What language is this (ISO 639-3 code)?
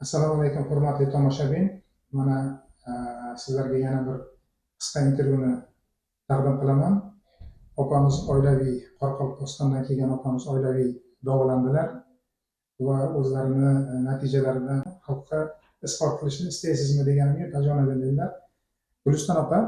uzb